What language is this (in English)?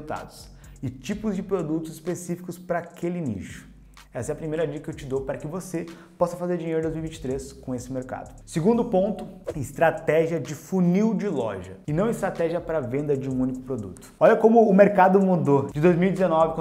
Portuguese